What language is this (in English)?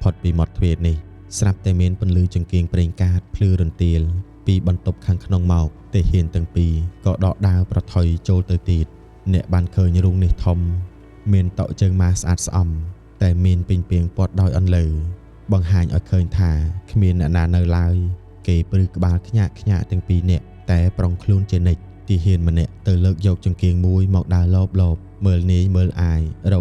Khmer